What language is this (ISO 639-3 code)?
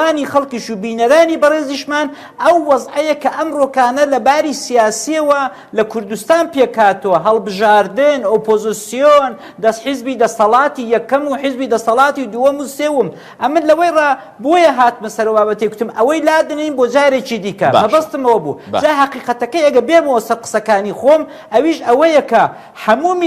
ckb